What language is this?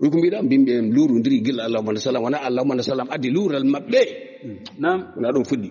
Fula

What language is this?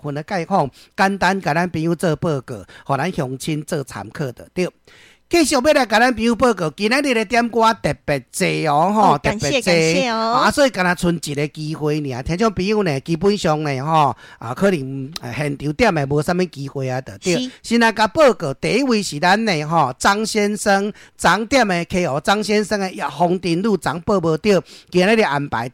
Min Nan Chinese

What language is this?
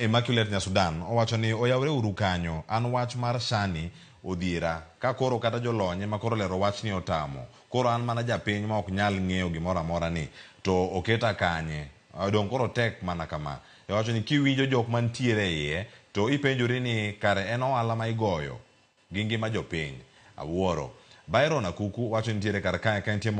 Luo (Kenya and Tanzania)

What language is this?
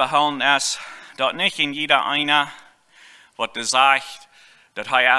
Plautdietsch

